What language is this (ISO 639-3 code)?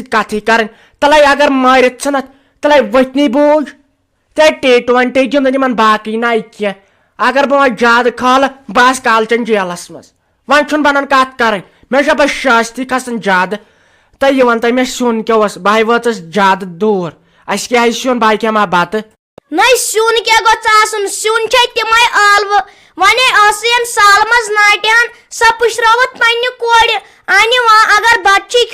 kas